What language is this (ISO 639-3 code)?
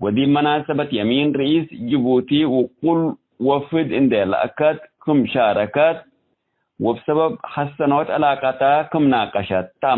tig